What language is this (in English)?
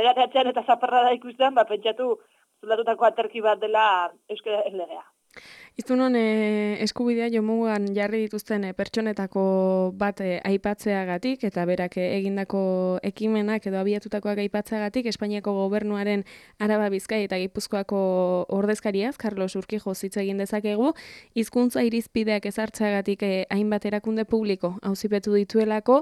Basque